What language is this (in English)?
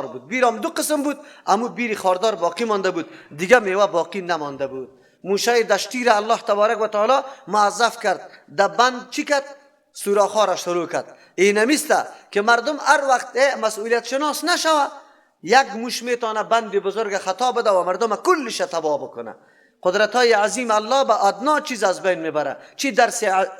Persian